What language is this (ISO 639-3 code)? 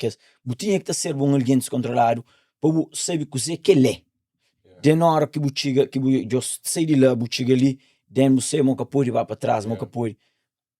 kea